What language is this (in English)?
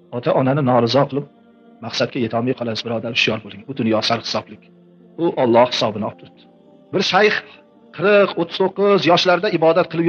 Uzbek